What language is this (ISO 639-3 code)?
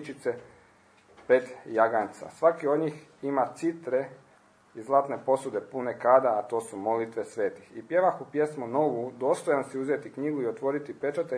hrv